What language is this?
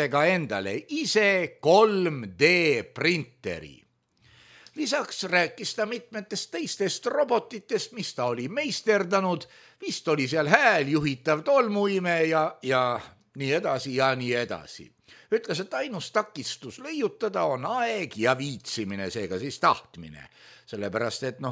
Estonian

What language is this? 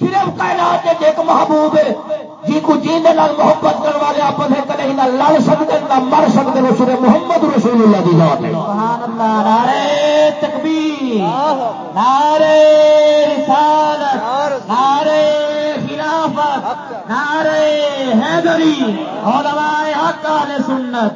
Saraiki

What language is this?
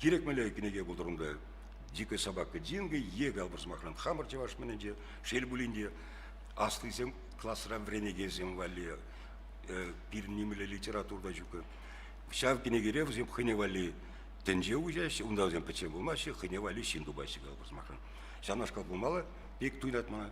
Chuvash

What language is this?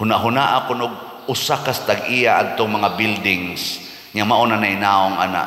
Cebuano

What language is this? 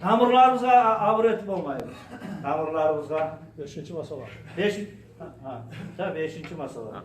Kumyk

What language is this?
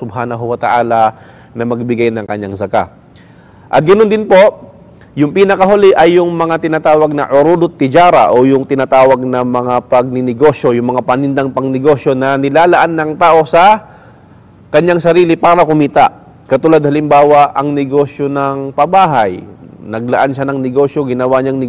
Filipino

